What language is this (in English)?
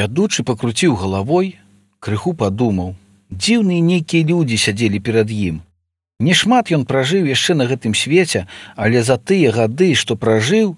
Belarusian